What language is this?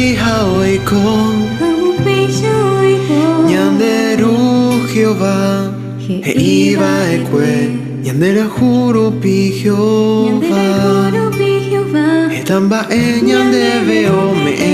Guarani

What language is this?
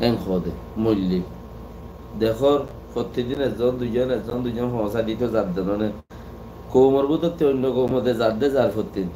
Rohingya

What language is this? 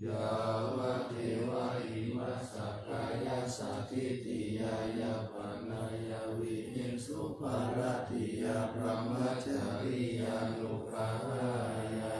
Pali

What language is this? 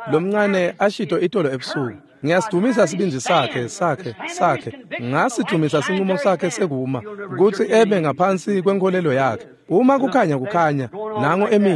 Swati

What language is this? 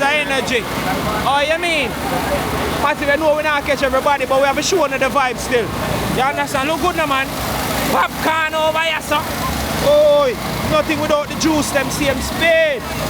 Jamaican Creole English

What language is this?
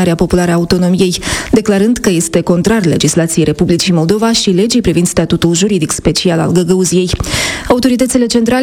Romanian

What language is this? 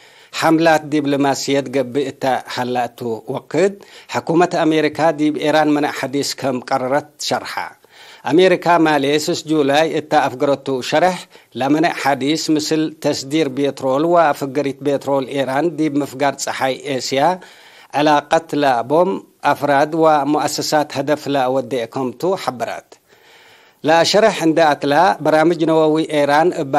Tigre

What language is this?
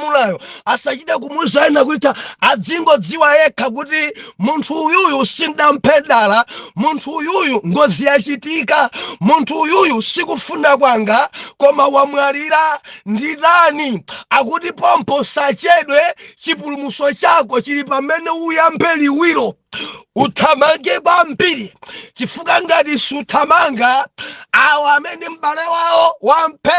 Nyanja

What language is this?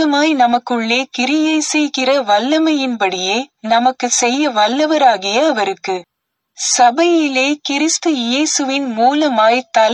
Tamil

